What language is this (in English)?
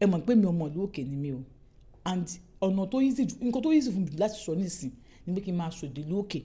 Yoruba